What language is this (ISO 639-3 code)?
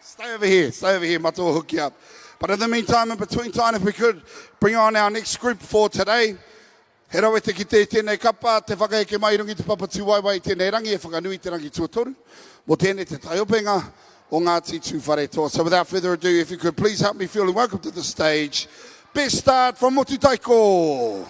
mri